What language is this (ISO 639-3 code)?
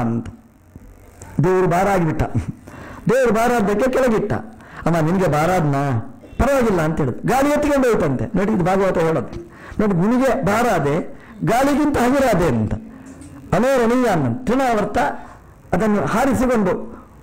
kan